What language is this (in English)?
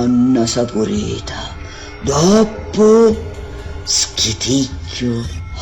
Sicilian